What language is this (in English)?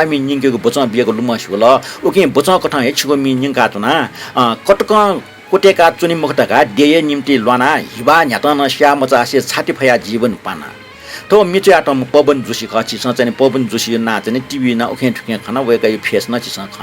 Newari